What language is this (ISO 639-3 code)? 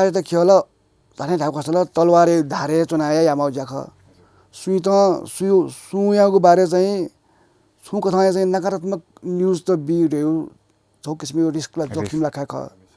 new